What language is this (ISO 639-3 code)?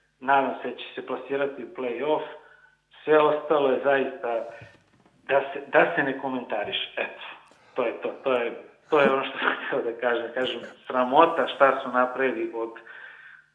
srp